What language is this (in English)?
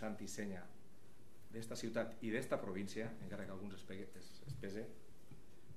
Catalan